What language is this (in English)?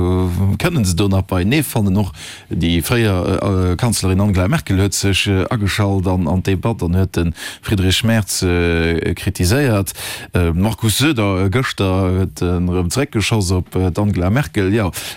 Luxembourgish